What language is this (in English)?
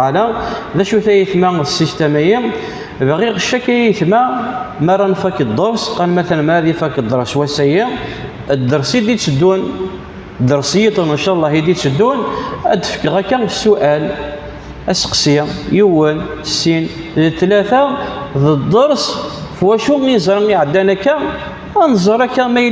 Kabyle